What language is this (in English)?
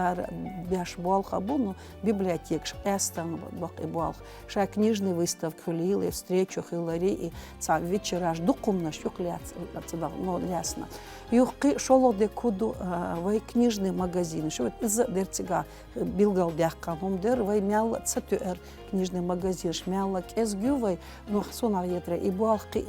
Chechen